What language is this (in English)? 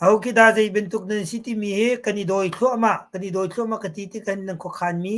Hakha Chin